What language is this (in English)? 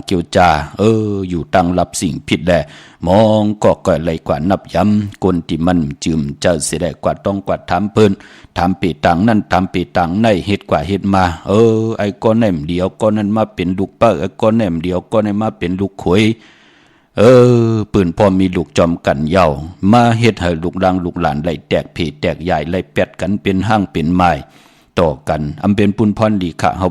Shan